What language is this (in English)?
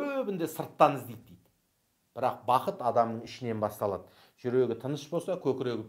Kazakh